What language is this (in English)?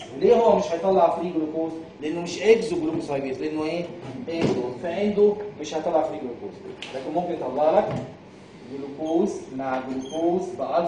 Egyptian Arabic